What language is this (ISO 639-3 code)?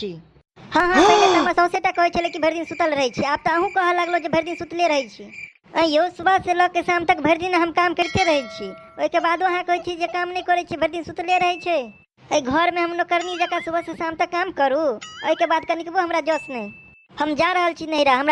mai